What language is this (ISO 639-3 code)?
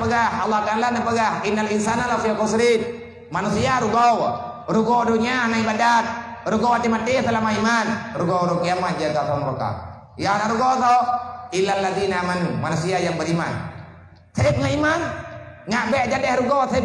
ace